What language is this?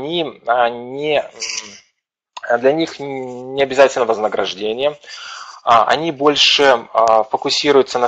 Russian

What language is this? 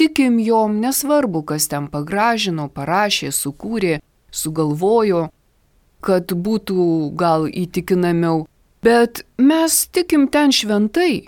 Lithuanian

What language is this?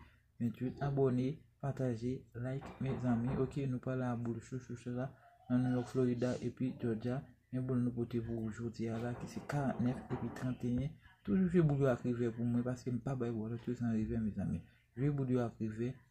Haitian Creole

